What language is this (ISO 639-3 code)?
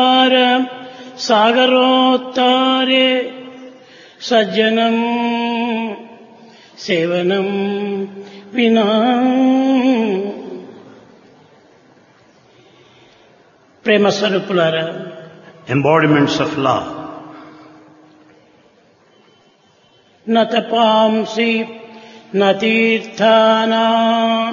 tel